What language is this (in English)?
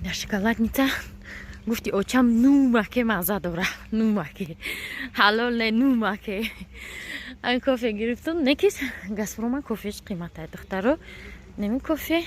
Tajik